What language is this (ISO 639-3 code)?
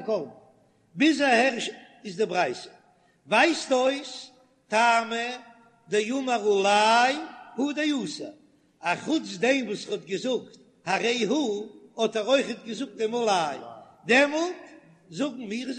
yid